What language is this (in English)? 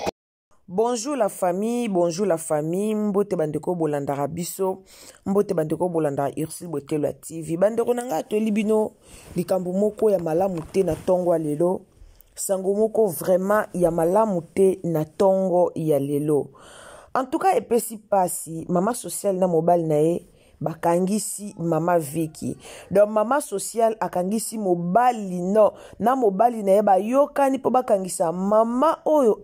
Lingala